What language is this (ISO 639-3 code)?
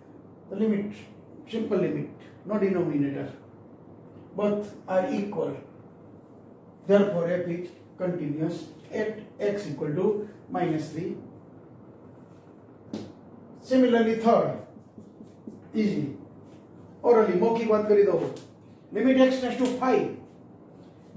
eng